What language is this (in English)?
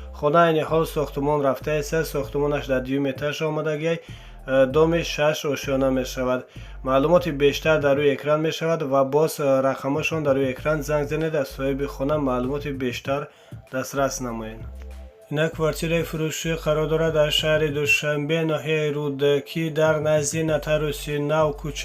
Tajik